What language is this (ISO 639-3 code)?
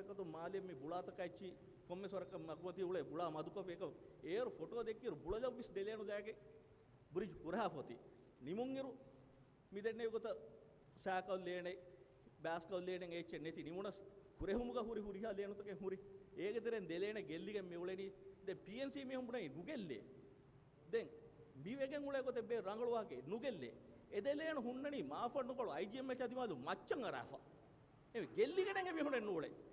div